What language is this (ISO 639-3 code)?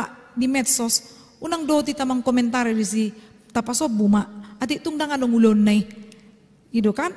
bbc